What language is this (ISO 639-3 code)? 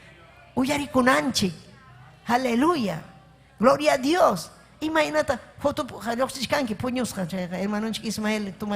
quy